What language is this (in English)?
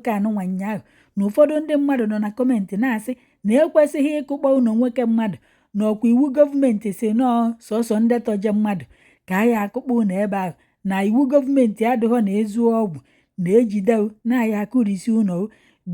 Igbo